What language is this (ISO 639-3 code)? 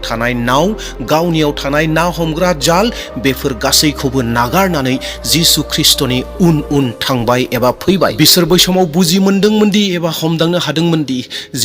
brx